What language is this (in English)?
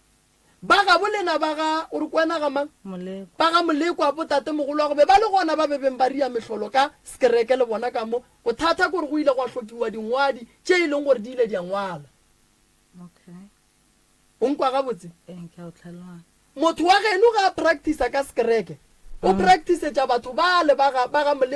Northern Sotho